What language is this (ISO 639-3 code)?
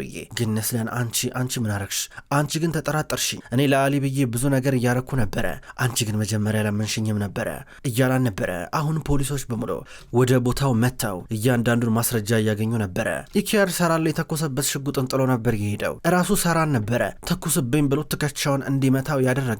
amh